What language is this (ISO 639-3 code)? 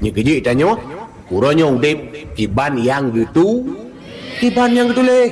ace